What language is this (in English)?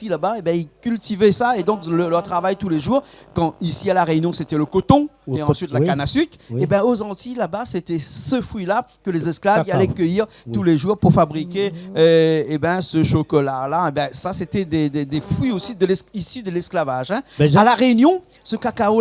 Réunion Creole French